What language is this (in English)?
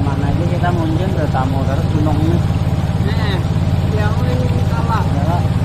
Banjar